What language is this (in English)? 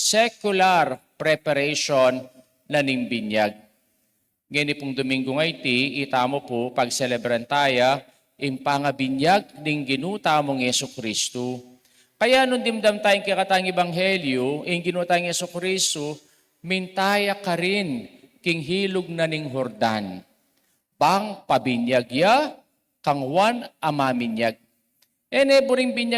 Pampanga